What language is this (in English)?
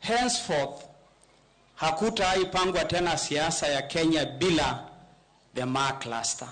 Luo (Kenya and Tanzania)